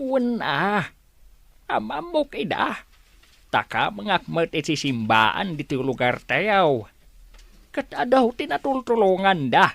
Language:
Iloko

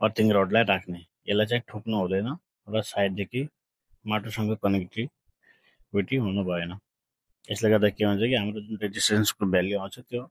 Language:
Nepali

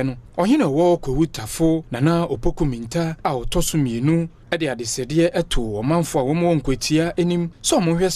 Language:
Akan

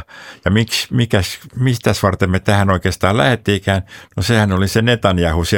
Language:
Finnish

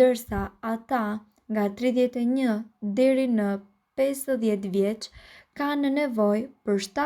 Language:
Albanian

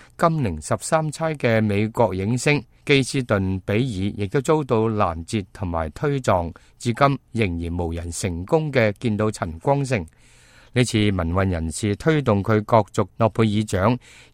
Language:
Cantonese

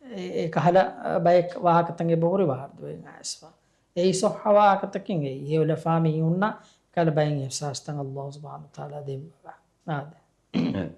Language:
Divehi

